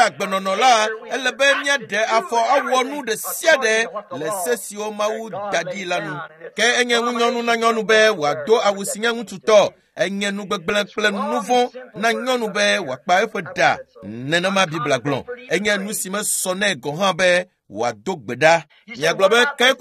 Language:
Ewe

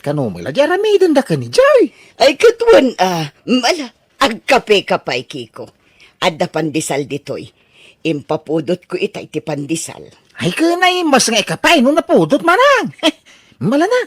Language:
Iloko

